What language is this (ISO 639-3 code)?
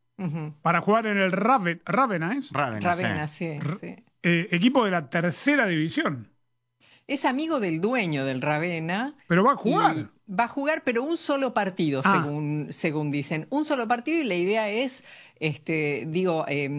spa